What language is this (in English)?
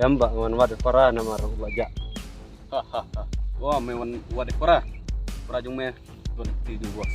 Khasi